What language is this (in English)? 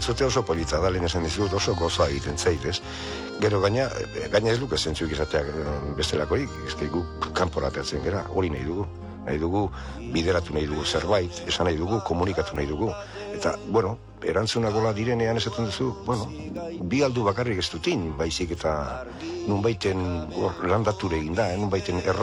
Basque